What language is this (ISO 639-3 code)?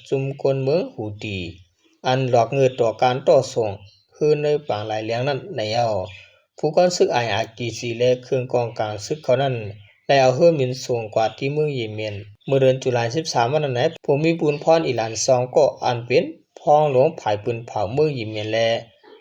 shn